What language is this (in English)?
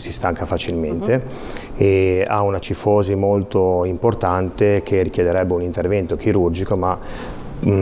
Italian